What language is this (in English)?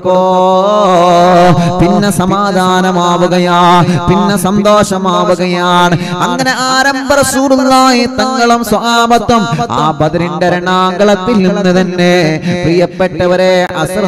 Malayalam